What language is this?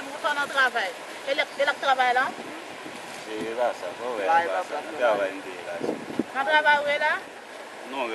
Haitian Creole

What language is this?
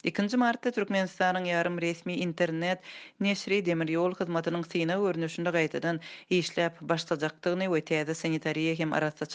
Turkmen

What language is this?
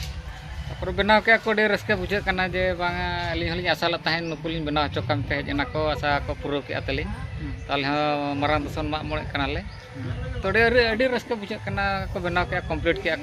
Santali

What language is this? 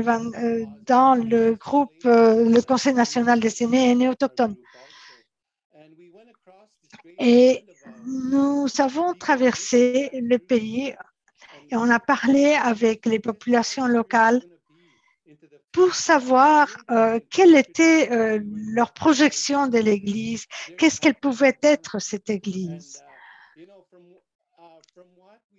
French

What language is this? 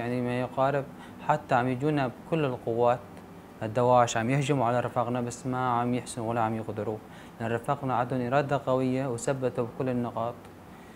North Levantine Arabic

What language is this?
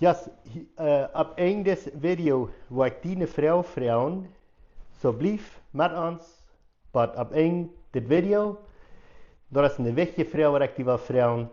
Plautdietsch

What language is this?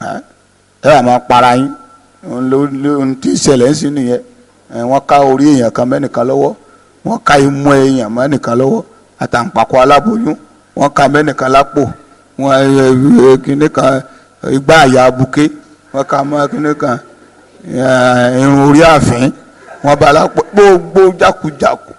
Yoruba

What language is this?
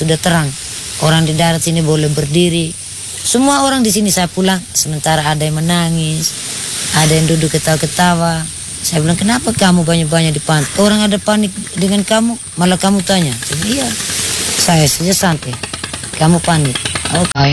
Indonesian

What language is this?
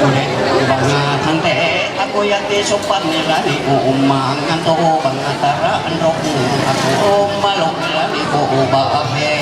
Ma'anyan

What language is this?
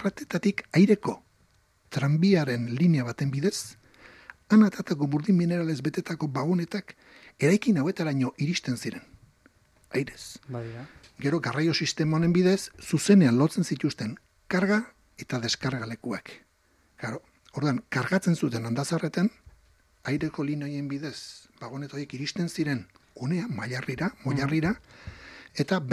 Basque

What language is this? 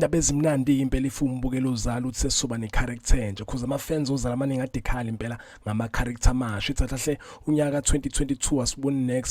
Zulu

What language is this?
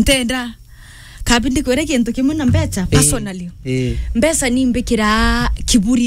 Meru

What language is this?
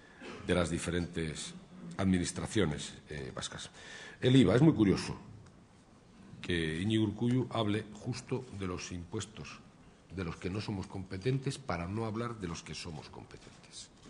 Spanish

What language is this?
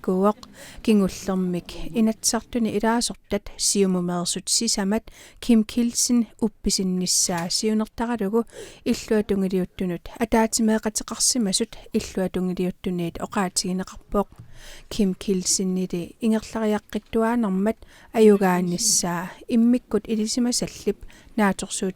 Kalaallisut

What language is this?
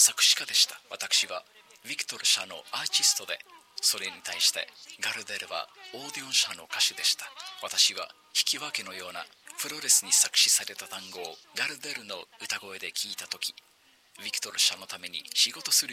Japanese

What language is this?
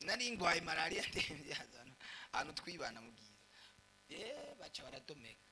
Rundi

